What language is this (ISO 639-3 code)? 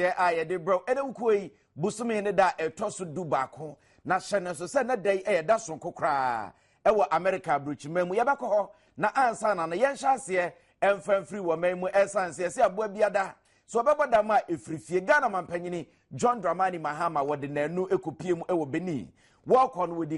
aka